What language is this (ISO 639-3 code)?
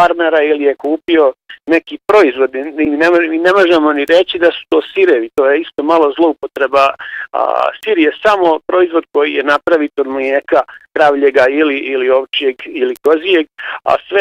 bos